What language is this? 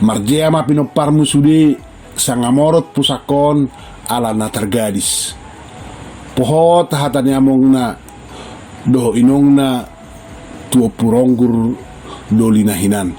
Batak Toba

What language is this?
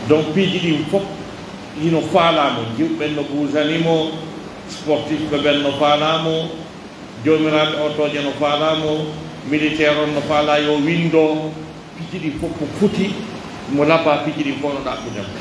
Pular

